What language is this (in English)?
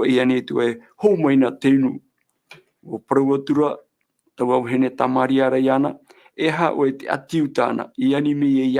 Tahitian